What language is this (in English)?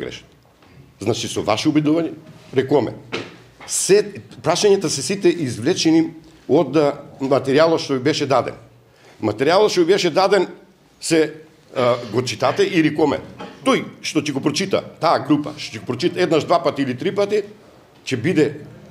Macedonian